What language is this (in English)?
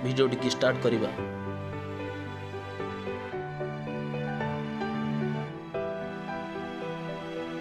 Odia